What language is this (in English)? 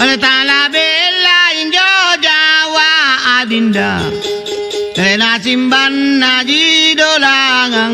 Makasar